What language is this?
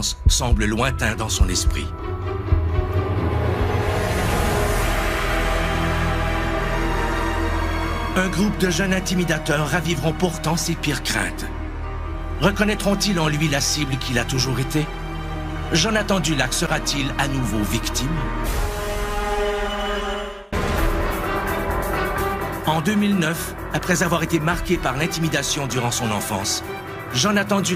French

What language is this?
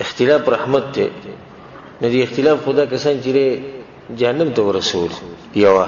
Pashto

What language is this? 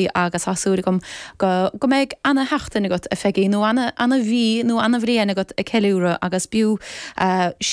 Irish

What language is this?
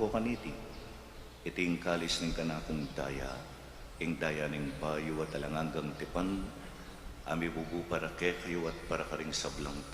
Pampanga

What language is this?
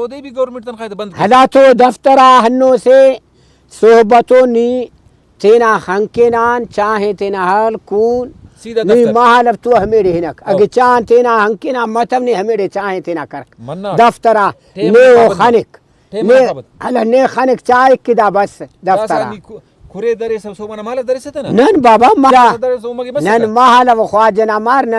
Brahui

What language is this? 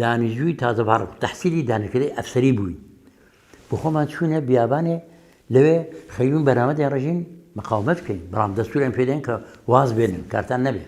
Central Kurdish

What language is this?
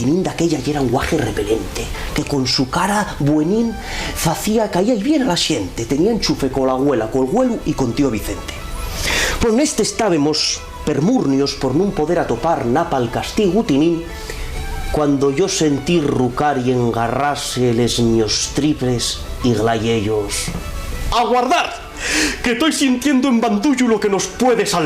Asturian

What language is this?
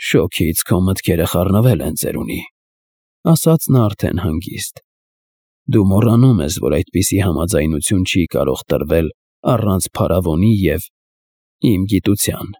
Armenian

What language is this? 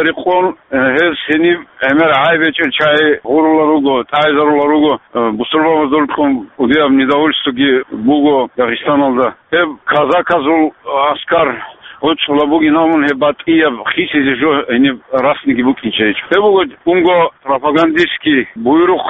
Avaric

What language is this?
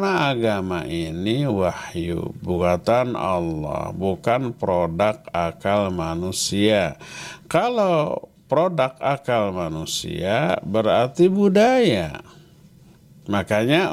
Indonesian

